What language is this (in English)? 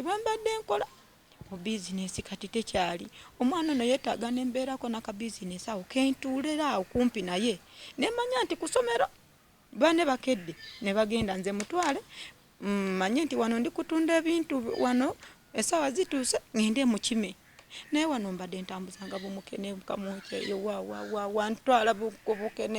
Ganda